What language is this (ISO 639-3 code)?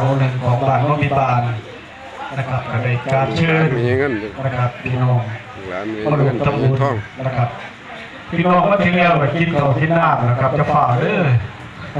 tts